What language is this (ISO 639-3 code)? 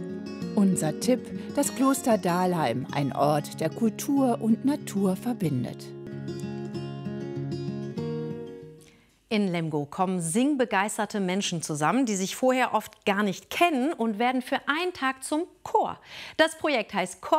deu